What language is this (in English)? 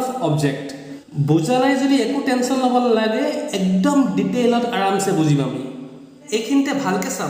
Assamese